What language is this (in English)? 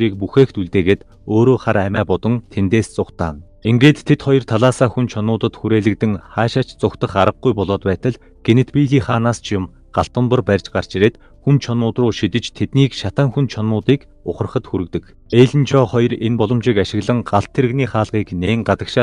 Mongolian